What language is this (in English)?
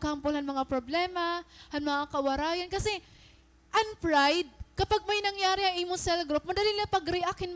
Waray